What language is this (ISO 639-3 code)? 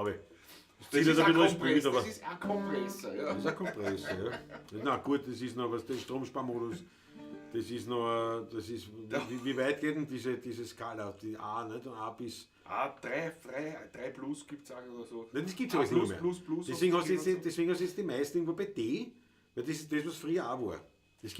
bar